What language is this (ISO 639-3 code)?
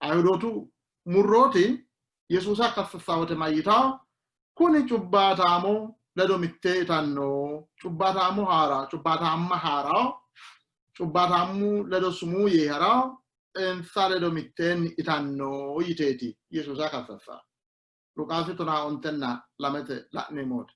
sid